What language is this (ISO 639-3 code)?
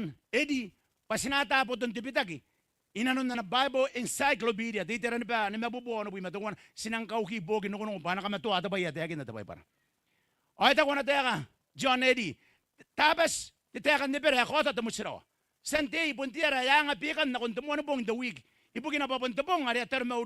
gil